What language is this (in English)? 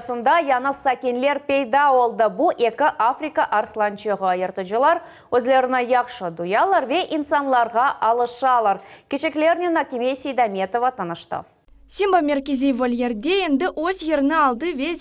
Crimean Tatar